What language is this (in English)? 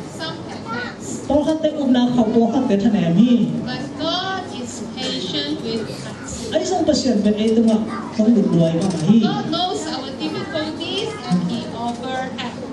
Tedim Chin